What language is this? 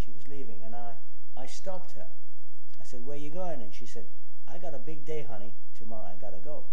English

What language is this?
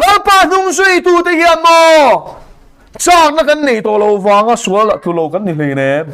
Mizo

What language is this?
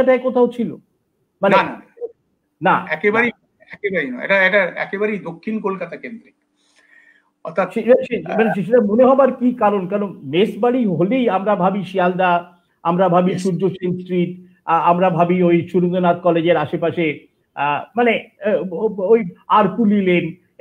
Bangla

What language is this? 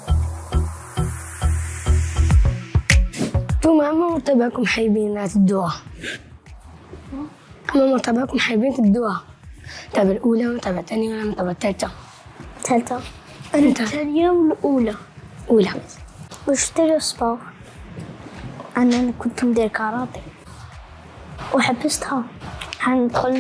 Algerian Arabic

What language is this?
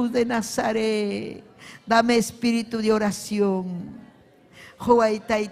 Ayacucho Quechua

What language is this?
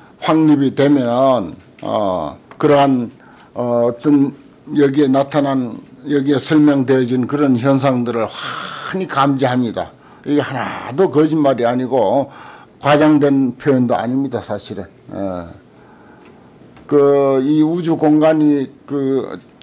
Korean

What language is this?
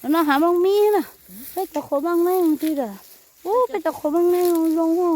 Hmong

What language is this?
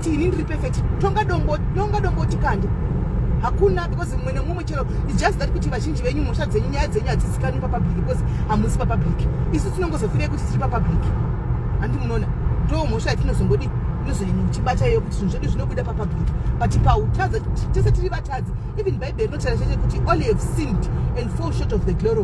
Shona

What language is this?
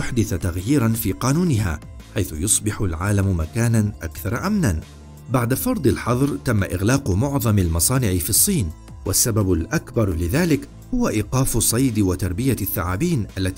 Arabic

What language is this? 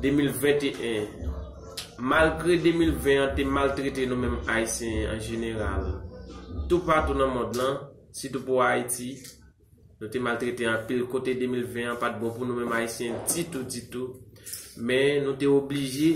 Haitian Creole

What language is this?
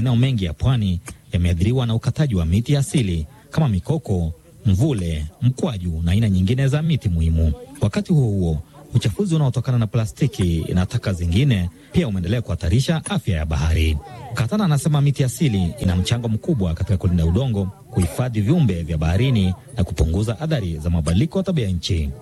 Swahili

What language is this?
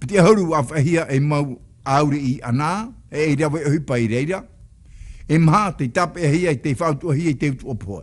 Tahitian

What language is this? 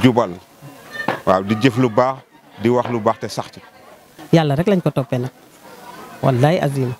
Wolof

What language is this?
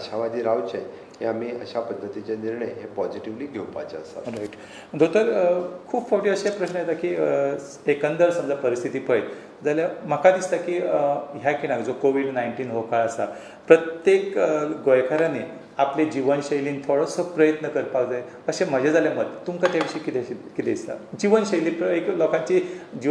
Konkani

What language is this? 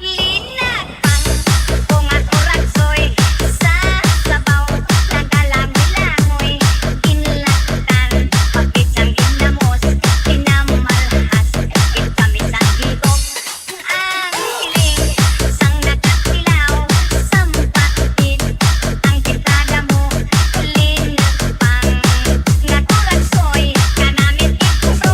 Hiligaynon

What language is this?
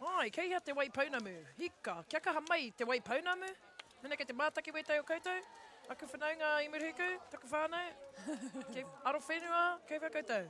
Māori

